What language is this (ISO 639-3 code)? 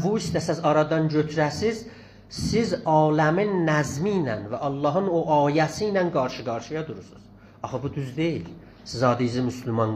azb